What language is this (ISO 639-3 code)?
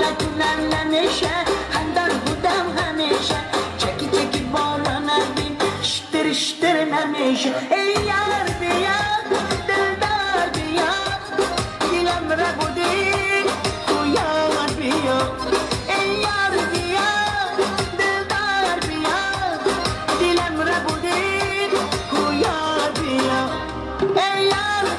tgk